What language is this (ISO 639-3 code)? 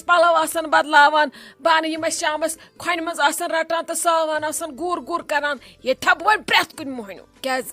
kas